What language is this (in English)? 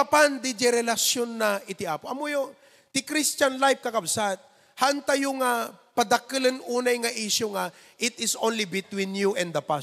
Iloko